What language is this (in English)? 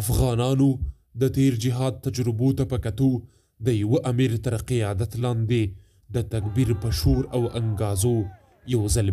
Pashto